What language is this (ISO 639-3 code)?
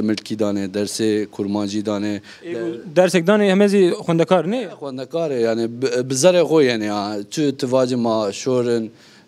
zza